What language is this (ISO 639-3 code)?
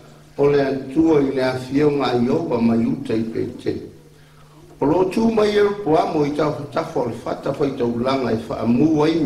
smo